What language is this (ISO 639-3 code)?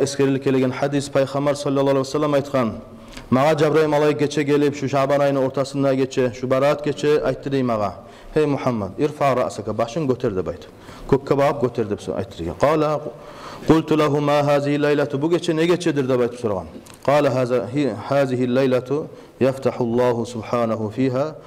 kum